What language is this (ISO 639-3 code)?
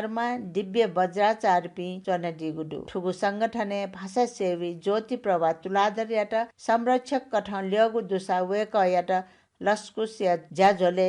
new